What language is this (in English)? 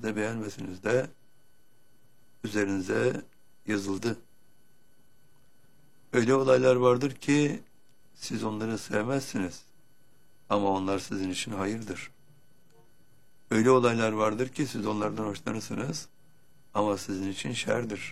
Turkish